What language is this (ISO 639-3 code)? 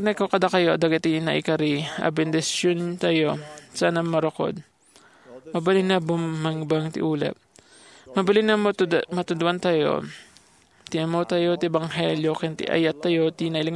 ilo